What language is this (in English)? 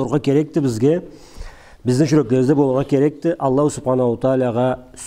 Karachay-Balkar